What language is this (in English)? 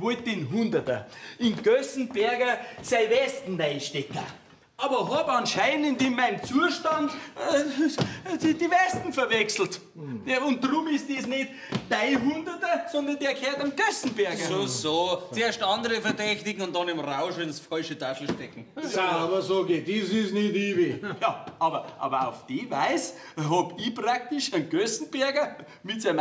Bavarian